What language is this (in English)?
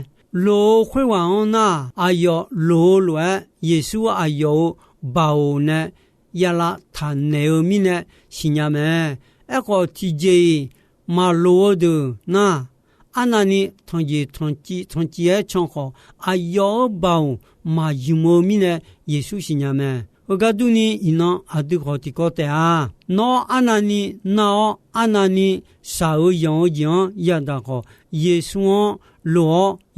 Akha